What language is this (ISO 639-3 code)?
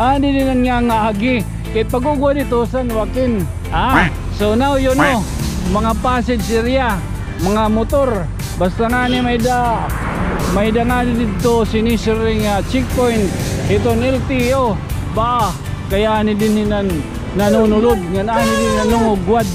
war